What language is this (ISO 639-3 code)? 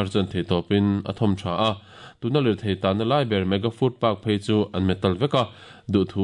lus